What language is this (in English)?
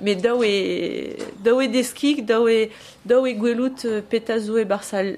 Breton